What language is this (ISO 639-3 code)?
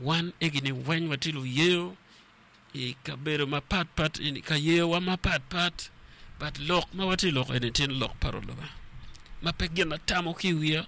ach